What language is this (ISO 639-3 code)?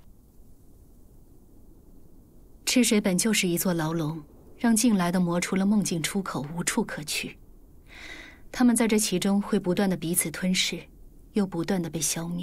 zho